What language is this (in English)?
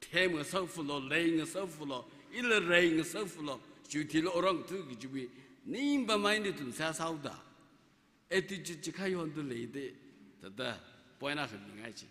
Tangkhul Naga (India)